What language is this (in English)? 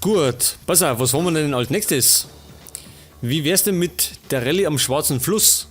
Bavarian